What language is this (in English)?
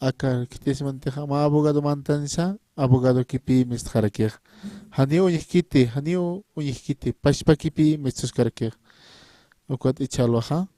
Aymara